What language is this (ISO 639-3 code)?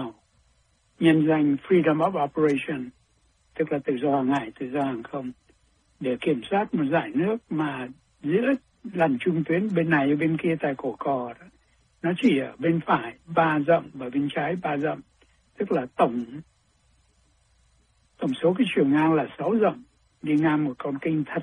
vie